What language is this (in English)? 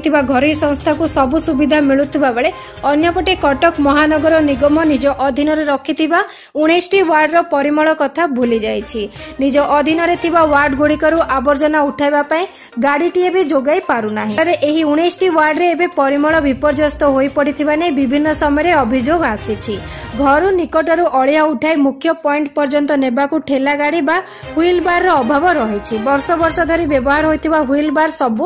Odia